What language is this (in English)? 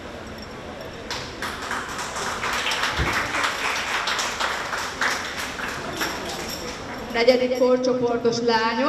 Hungarian